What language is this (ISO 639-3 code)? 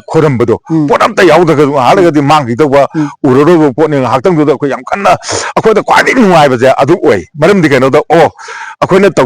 mni